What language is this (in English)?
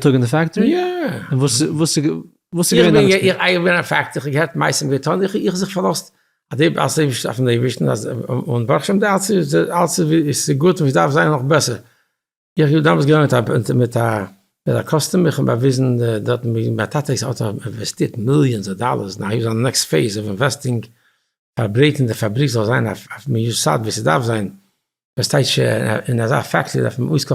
Yiddish